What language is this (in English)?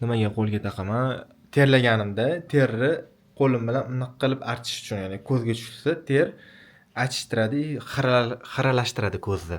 Uzbek